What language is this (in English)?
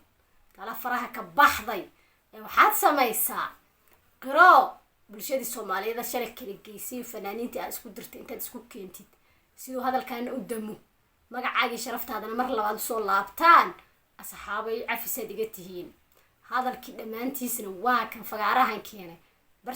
Somali